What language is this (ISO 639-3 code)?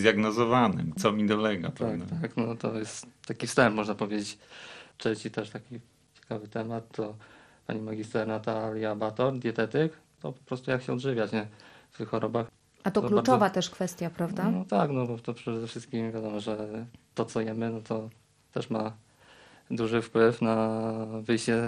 pol